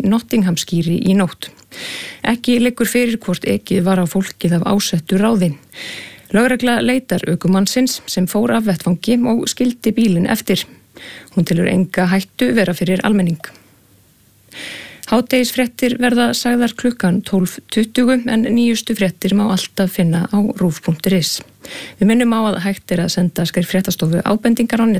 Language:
Icelandic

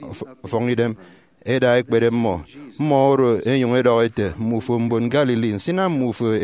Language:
Efik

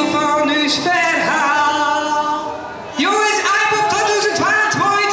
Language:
Western Frisian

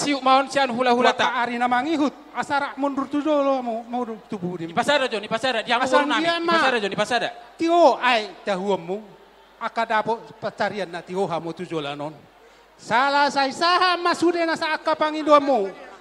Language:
Batak Toba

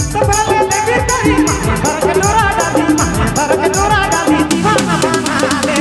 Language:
Sadri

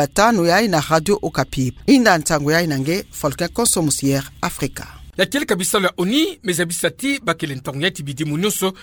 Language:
Kituba (Democratic Republic of Congo)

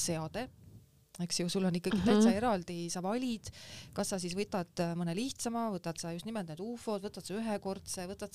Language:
Estonian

